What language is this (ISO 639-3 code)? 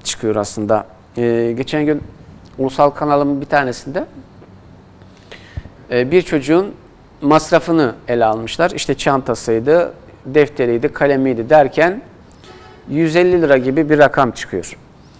tur